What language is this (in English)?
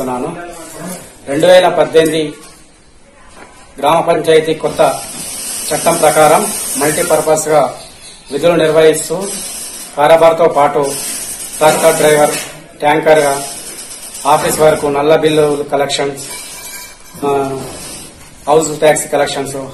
Telugu